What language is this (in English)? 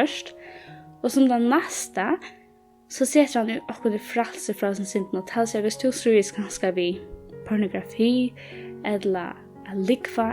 Faroese